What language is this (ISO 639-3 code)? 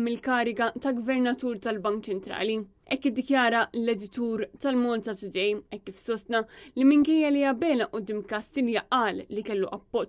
mlt